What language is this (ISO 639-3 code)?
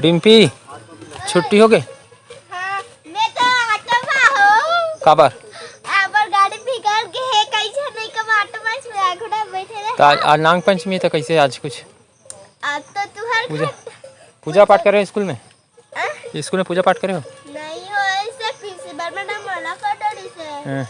hne